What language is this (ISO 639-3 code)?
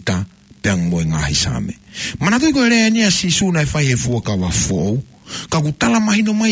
ton